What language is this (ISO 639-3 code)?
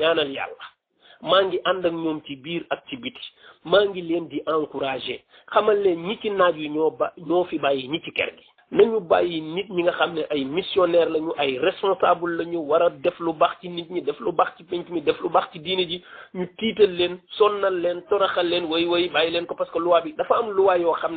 wol